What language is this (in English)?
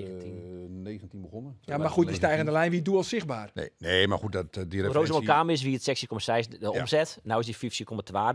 Western Frisian